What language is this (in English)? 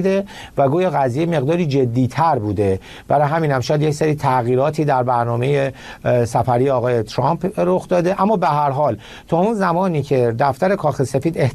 Persian